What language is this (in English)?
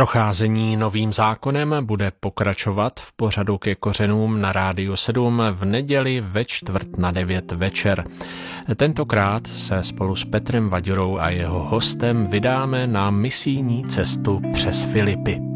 Czech